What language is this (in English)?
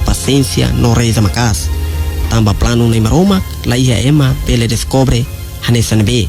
Tetum